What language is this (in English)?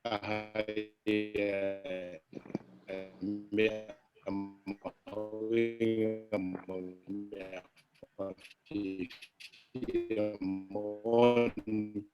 Tongan